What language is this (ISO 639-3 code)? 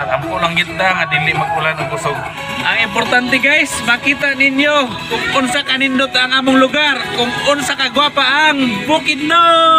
ceb